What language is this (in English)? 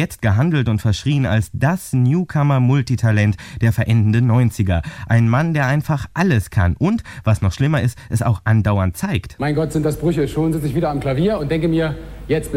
German